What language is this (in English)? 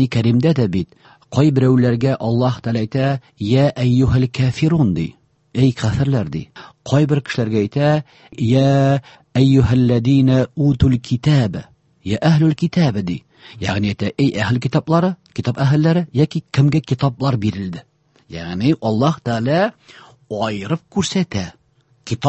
Tatar